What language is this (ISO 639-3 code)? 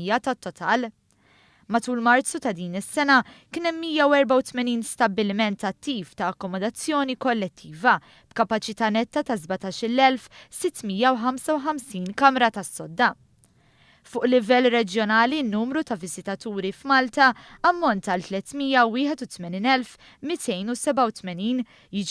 mlt